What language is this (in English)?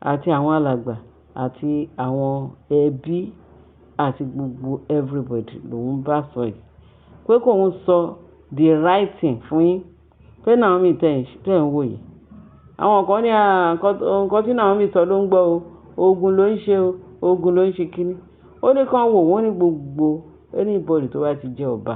Yoruba